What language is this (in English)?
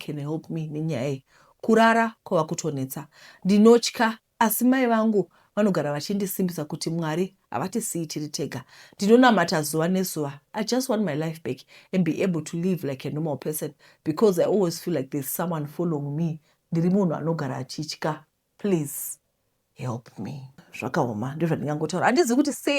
Shona